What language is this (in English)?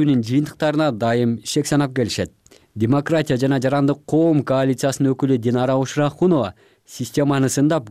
Kyrgyz